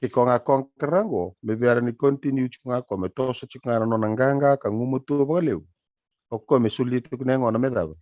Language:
Fijian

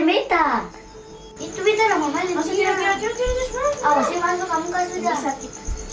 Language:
Ambonese Malay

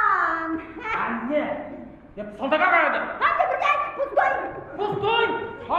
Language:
Chuvash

